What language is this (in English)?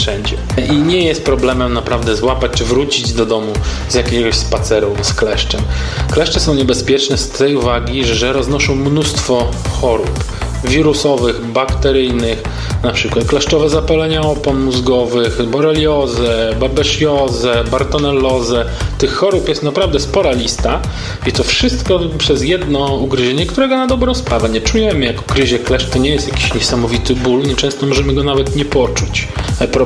Polish